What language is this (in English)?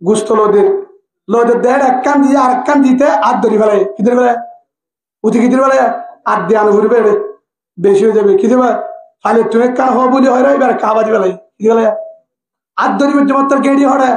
Rohingya